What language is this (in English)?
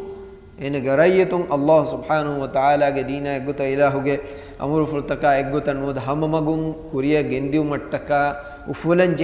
Divehi